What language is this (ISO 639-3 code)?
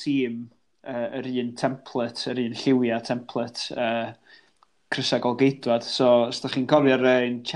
cym